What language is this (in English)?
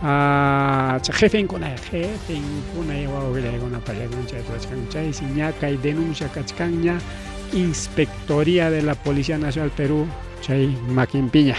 Ayacucho Quechua